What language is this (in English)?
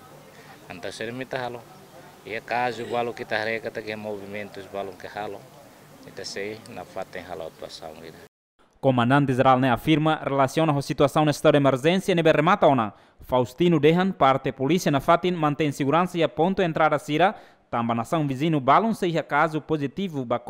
Tetum